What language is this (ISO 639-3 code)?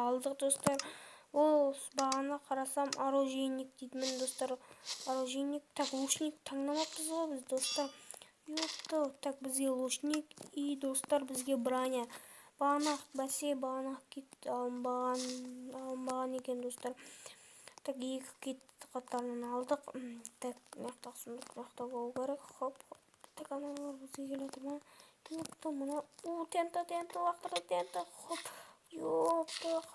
kaz